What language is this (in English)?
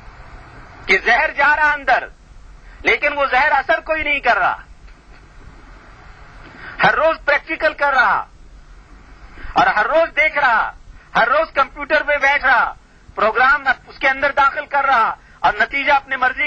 Urdu